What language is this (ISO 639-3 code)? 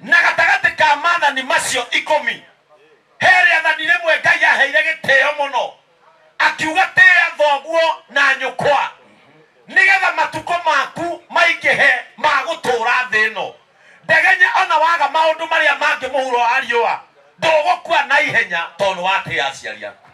kik